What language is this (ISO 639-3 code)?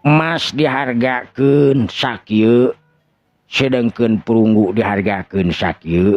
sun